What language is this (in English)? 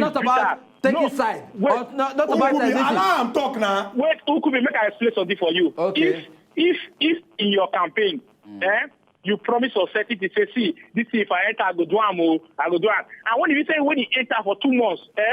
Nigerian Pidgin